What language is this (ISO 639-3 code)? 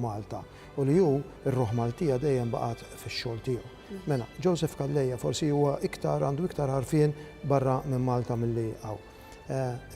mlt